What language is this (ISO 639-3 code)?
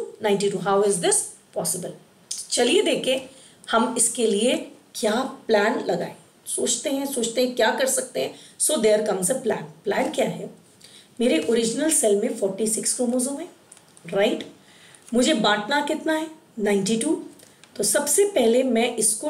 hin